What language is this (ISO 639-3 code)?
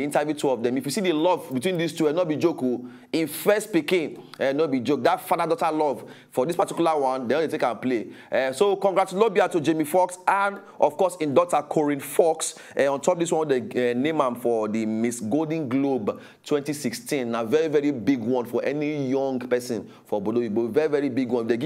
pcm